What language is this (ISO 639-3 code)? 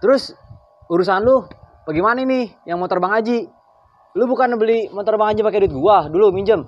bew